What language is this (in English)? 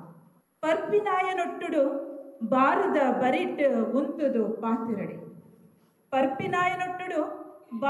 Tulu